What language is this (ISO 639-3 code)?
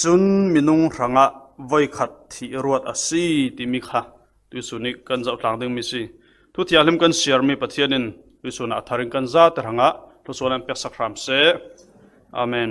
cfm